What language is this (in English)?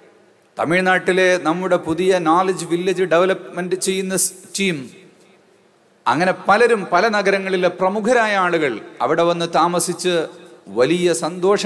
Malayalam